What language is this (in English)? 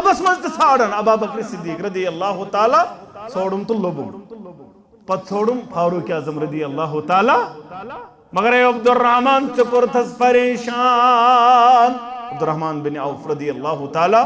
Kashmiri